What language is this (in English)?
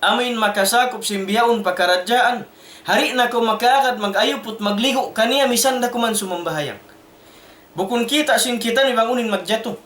Tausug